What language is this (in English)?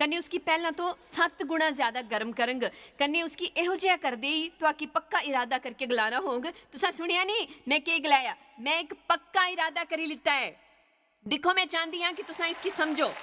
Dogri